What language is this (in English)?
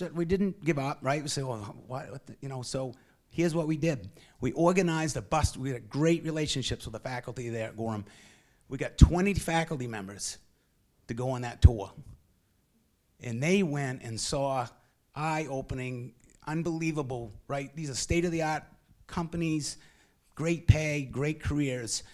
English